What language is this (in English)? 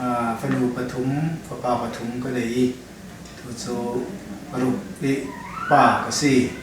Falam Chin